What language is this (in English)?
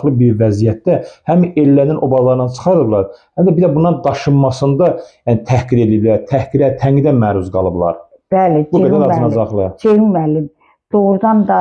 Azerbaijani